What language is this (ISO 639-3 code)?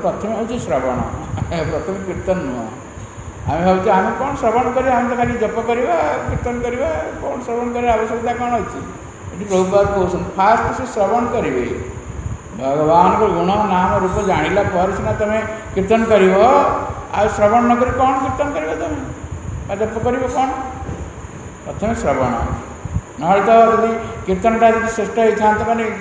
ori